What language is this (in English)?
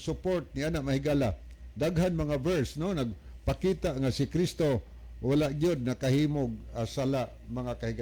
Cebuano